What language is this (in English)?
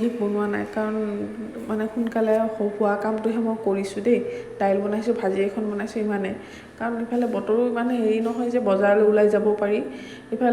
Assamese